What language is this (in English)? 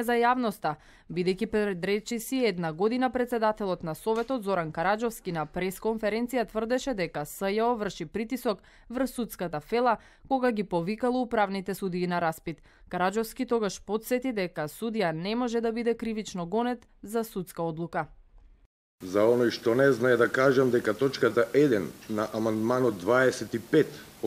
Macedonian